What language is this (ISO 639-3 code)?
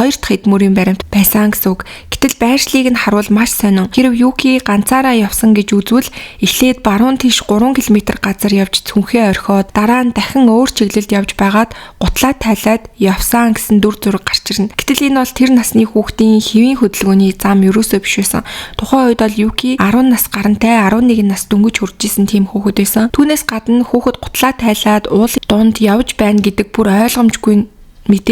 mon